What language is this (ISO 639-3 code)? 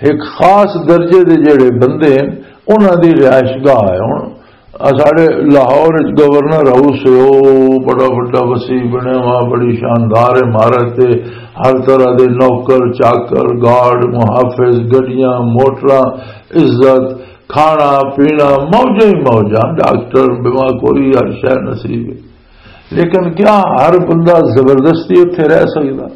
lah